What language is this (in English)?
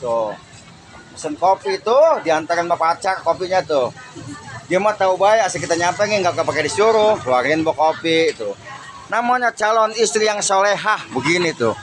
Betawi